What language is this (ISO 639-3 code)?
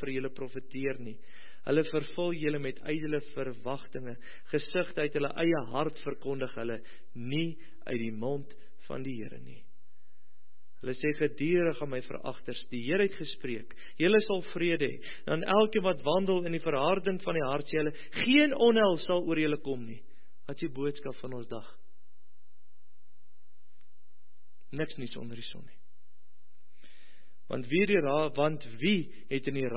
afr